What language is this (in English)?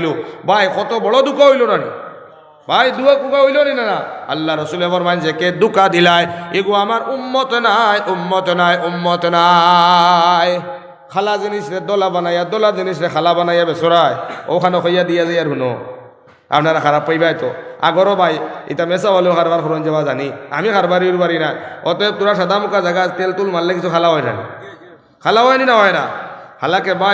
Sylheti